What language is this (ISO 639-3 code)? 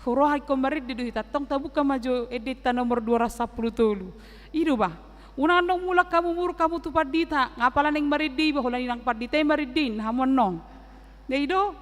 bbc